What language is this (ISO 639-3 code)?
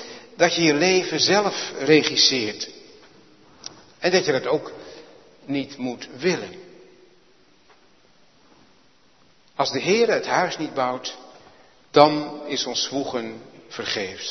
nld